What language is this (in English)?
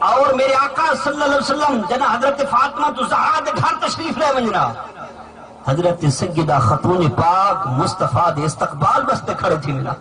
Saraiki